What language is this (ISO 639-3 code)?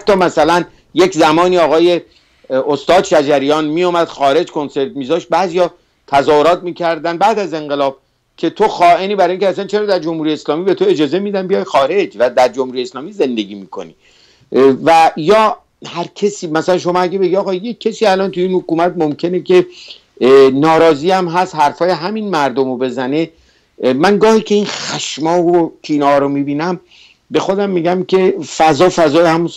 fas